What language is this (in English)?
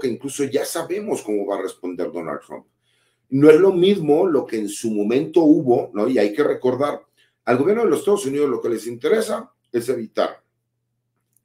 Spanish